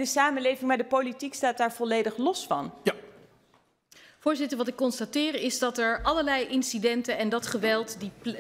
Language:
Dutch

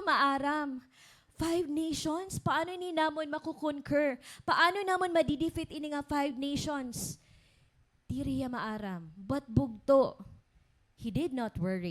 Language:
Waray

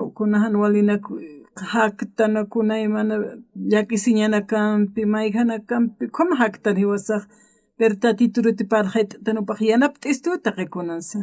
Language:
Aymara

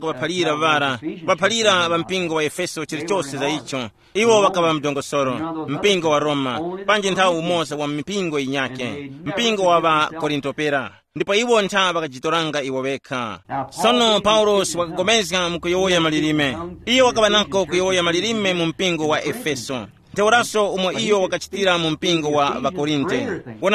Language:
Tumbuka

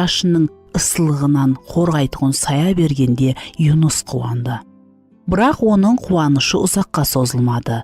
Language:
Kara-Kalpak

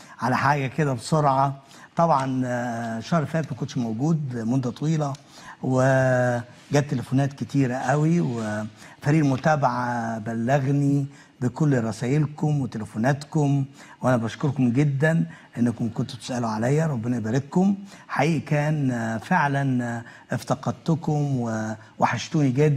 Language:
Egyptian Arabic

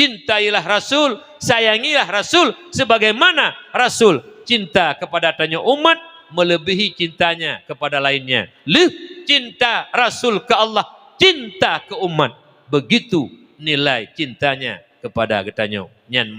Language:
Achinese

